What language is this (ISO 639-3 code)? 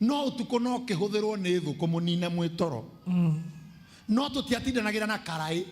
kik